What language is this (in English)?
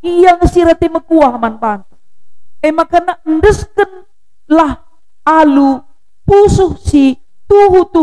Batak Karo